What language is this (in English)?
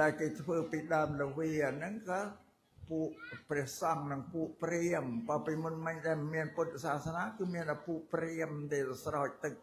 Khmer